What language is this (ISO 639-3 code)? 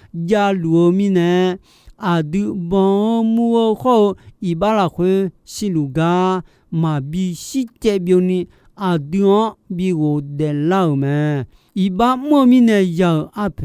ahk